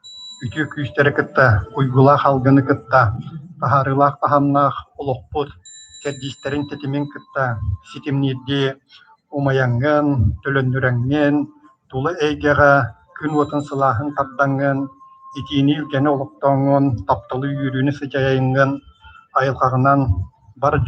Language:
Yakut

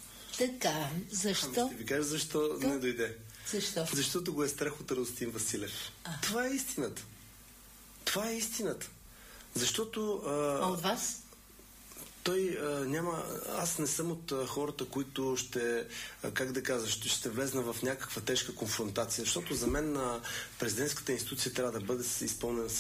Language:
Bulgarian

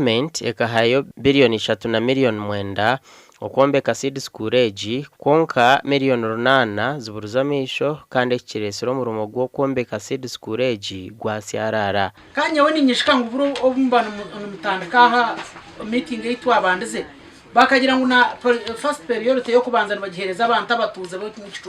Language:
Nyankole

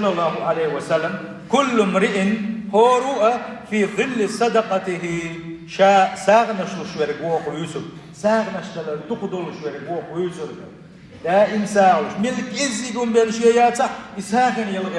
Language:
Chechen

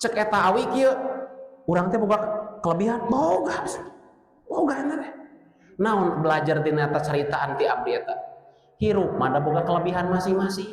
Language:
Sundanese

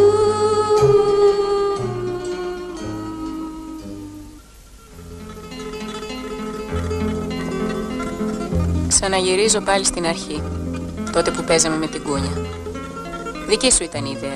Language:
Greek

